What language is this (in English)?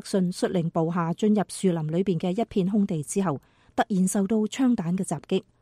Cantonese